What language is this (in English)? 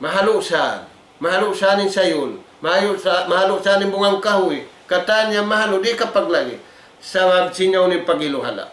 Tausug